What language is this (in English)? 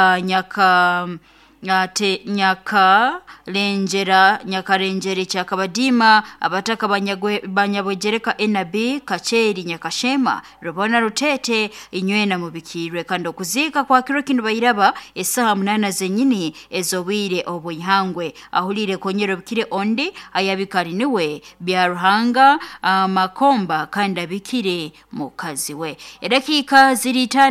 Nyoro